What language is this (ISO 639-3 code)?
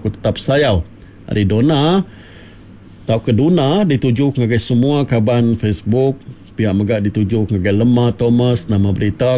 iba